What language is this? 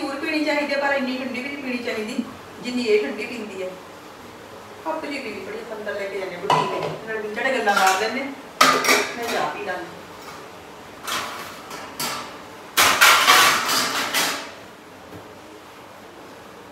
Punjabi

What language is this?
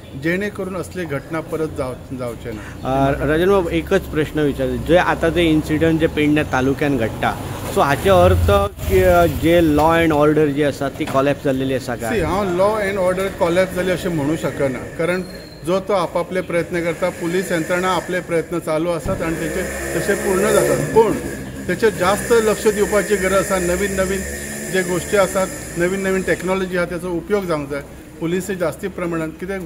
Konkani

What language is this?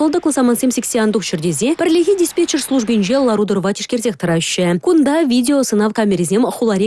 Chuvash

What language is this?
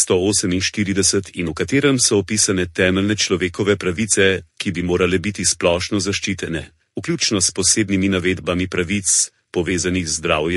Slovenian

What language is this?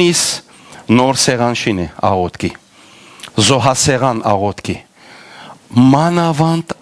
Western Armenian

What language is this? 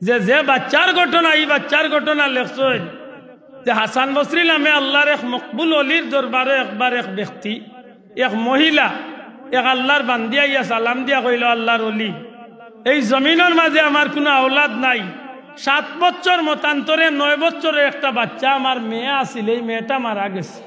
Sylheti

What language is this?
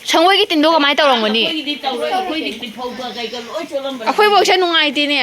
Manipuri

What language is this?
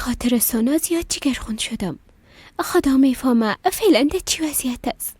Persian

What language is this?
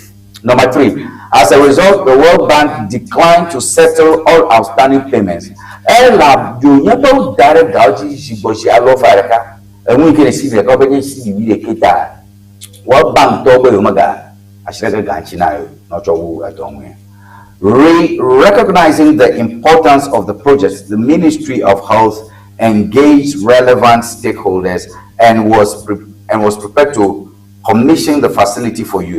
Ewe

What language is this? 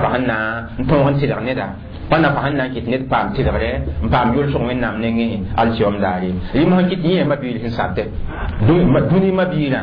Mossi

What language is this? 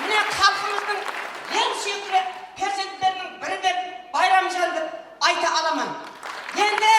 Kara-Kalpak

